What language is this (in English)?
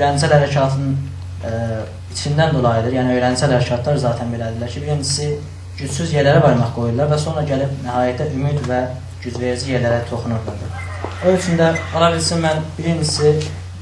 South Azerbaijani